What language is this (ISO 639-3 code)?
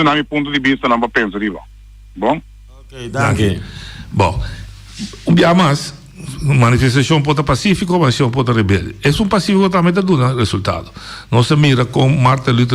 pap